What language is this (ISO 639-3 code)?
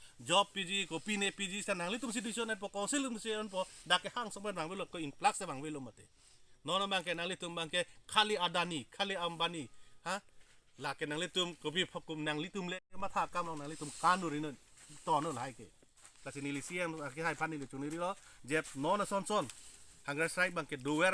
mjw